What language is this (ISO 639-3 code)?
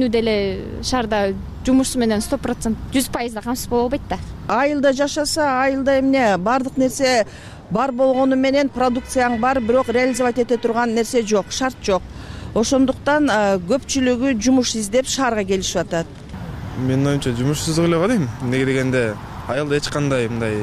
kir